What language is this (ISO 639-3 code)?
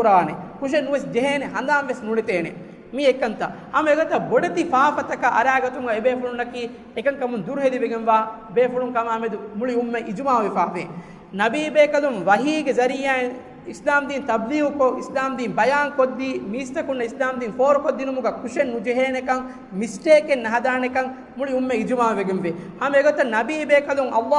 div